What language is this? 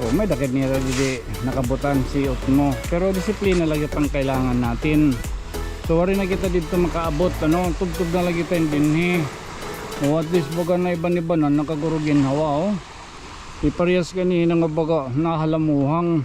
Waray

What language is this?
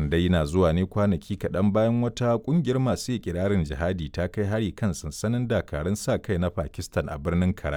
Hausa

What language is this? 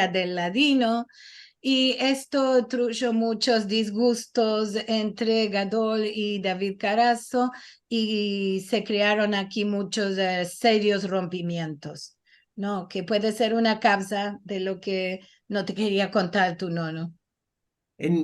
Ladino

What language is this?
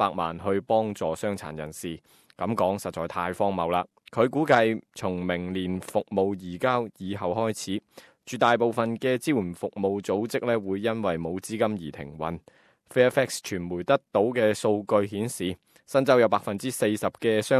Cantonese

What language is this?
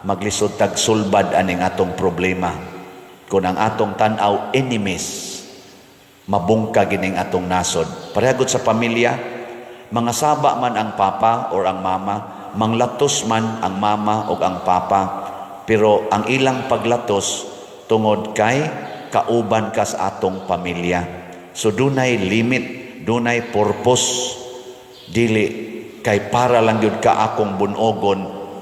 Cebuano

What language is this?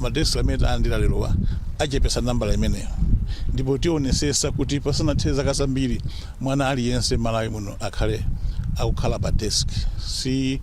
Nyanja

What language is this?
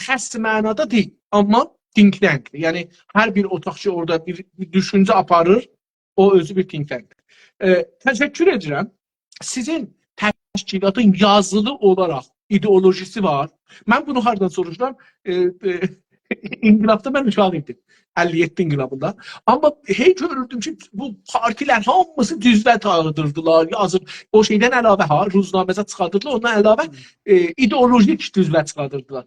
South Azerbaijani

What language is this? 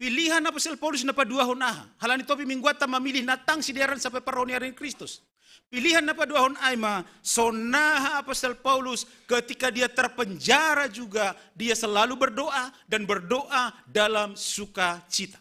Batak Simalungun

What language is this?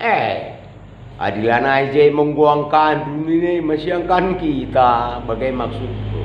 Batak Karo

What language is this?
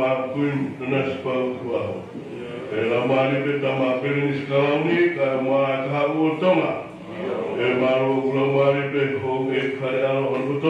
Tongan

